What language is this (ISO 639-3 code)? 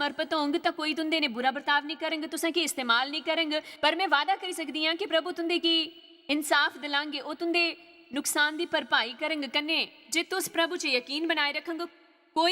doi